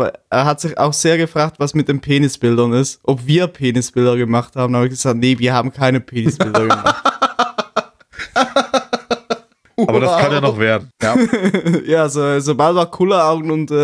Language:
German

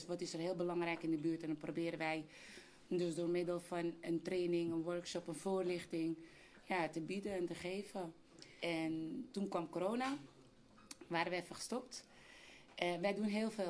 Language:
Dutch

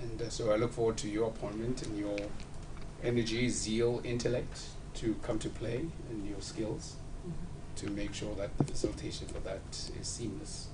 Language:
Tswana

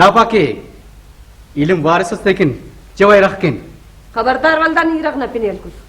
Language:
Brahui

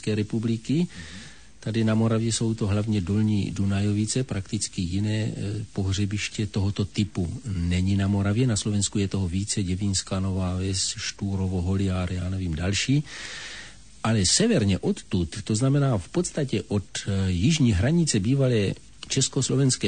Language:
Czech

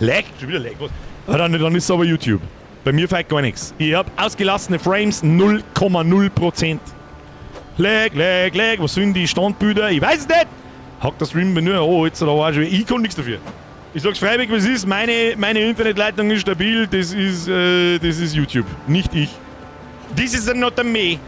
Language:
Bavarian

